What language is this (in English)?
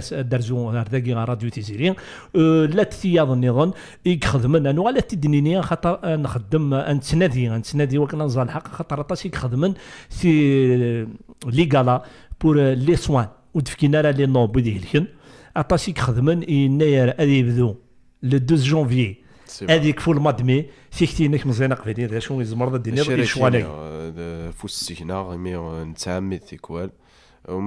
Kabyle